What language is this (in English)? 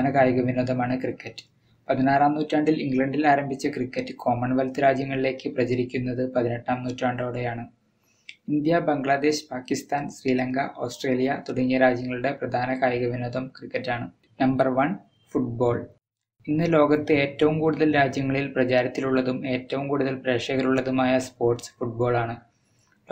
Malayalam